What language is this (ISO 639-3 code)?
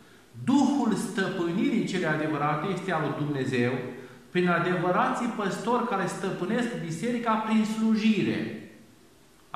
ron